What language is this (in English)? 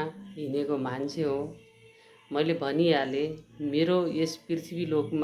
Nepali